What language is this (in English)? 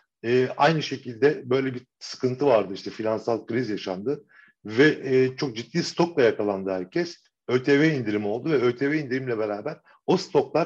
Turkish